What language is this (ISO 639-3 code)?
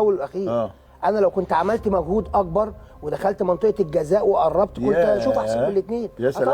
arz